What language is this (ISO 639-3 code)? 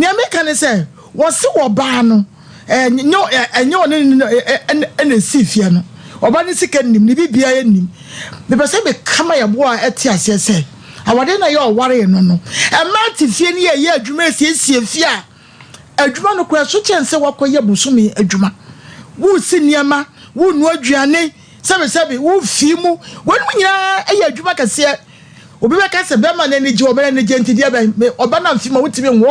aka